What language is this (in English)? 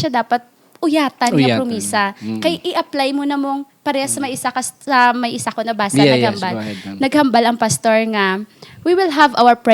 Hiligaynon